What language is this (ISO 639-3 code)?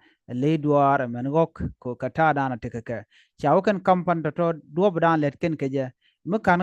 nus